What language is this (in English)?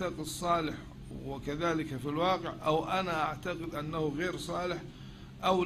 Arabic